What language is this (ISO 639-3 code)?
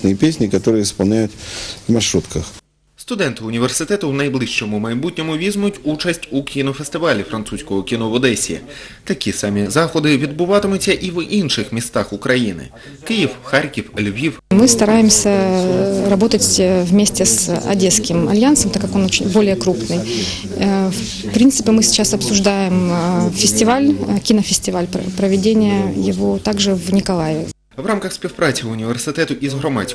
ukr